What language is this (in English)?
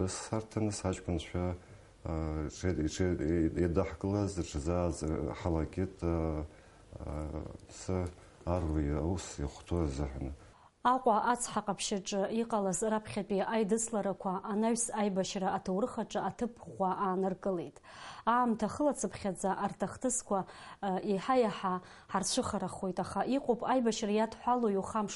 Abkhazian